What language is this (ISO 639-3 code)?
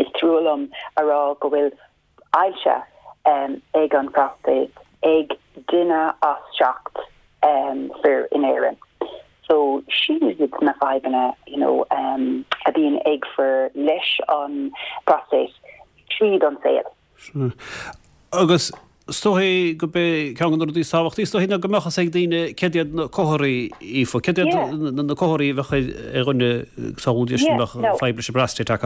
gle